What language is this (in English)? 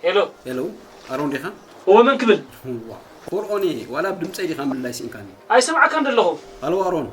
Tigrinya